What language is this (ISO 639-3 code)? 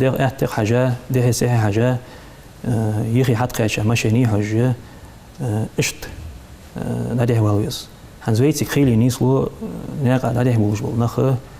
inh